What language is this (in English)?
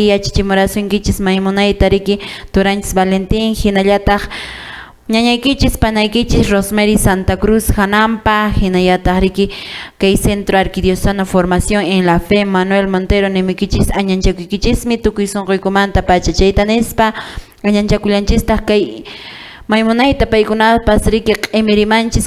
Quechua